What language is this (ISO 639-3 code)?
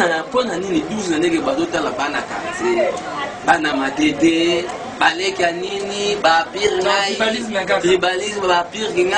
lin